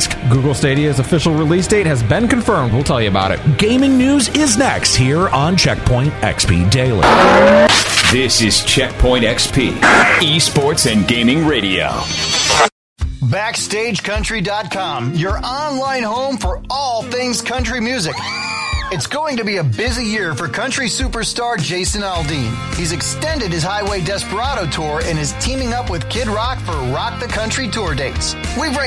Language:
English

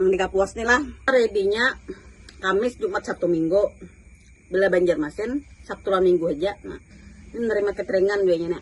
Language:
Banjar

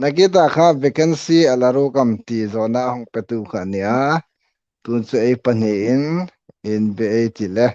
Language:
Hmar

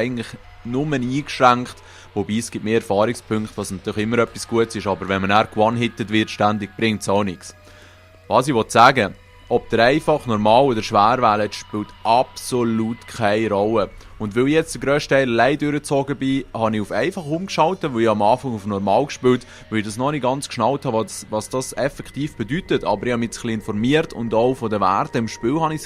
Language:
Swiss German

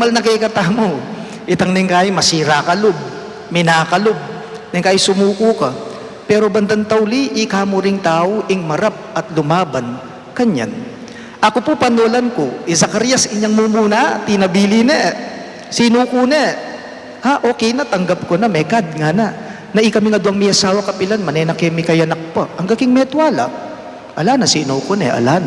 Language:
Pampanga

